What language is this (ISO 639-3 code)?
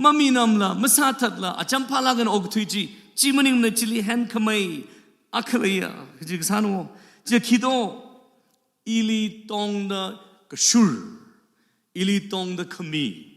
nmf